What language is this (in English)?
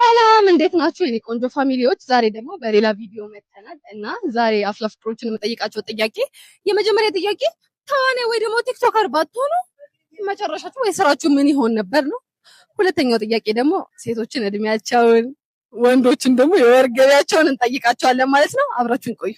Amharic